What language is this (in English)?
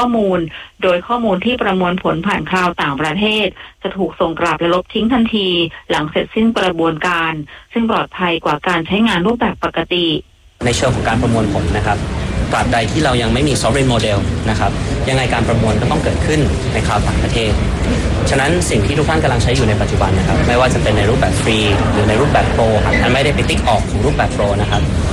Thai